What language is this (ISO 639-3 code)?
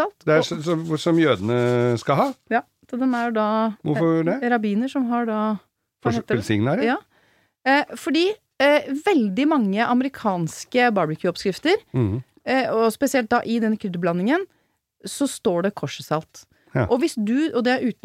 nor